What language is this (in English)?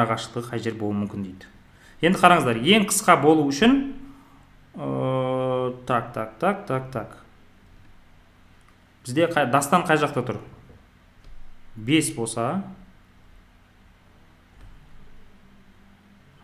Kazakh